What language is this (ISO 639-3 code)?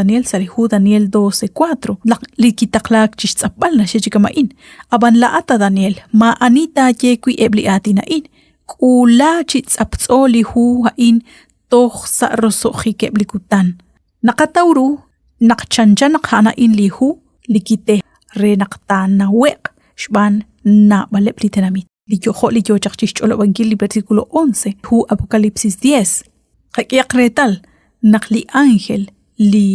kek